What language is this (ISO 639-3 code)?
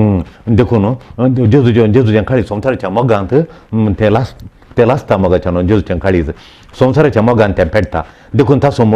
kok